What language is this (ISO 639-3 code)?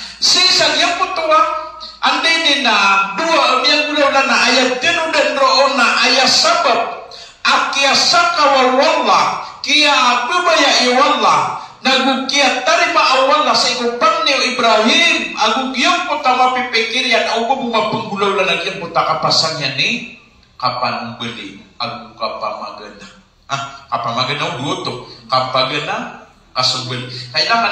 mrw